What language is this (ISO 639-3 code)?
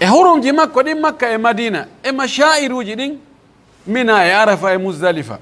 fuf